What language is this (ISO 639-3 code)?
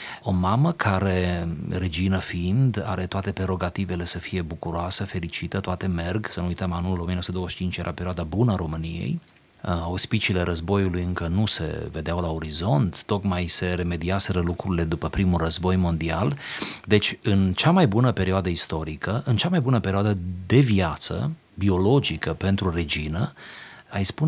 ron